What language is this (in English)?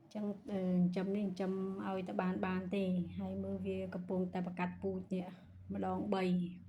Khmer